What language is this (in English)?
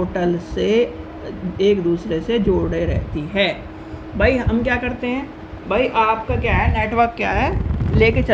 Hindi